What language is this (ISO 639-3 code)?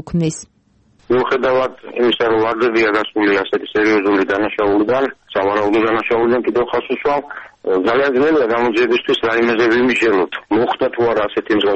kat